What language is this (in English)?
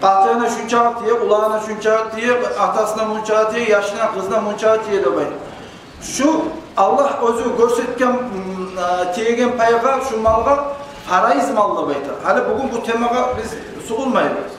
Kumyk